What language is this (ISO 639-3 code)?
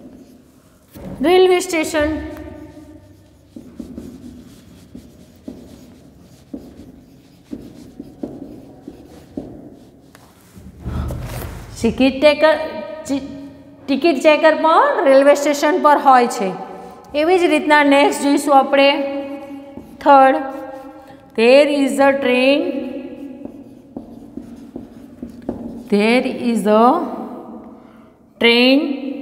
guj